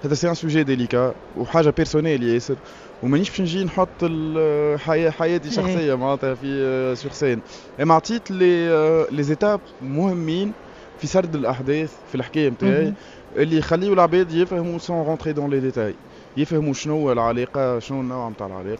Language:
Tunisian Arabic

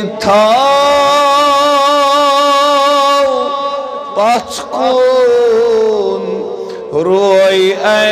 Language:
Kashmiri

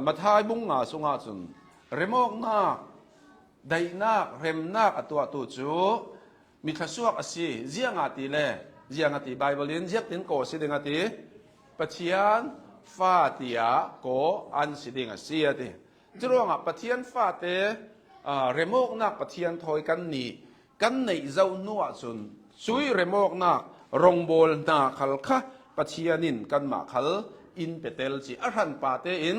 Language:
Hakha Chin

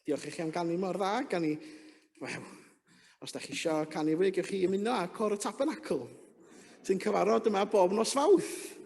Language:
Welsh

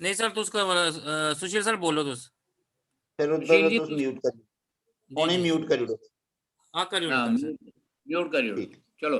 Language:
Dogri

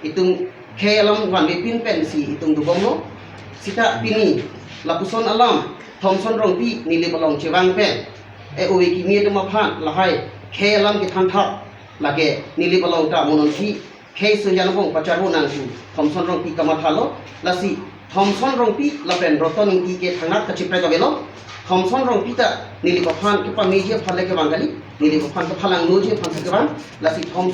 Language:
Karbi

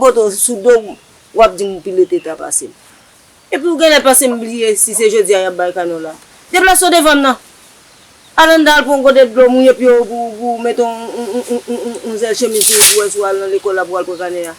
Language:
Haitian Creole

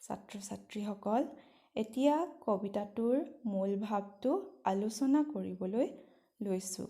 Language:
Assamese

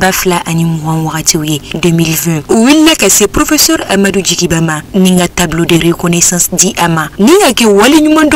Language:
Bambara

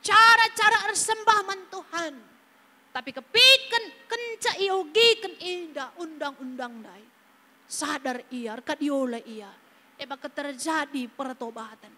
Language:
Batak Karo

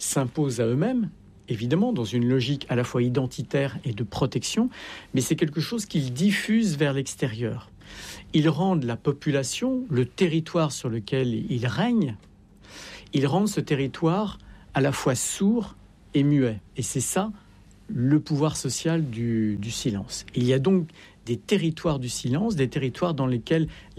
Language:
French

